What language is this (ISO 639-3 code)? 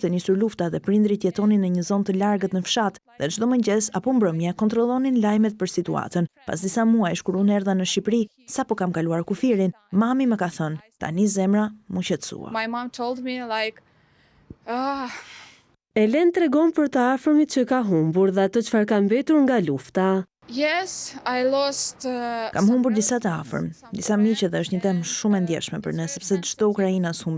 sqi